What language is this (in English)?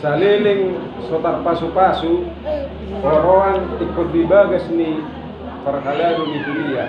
Batak Toba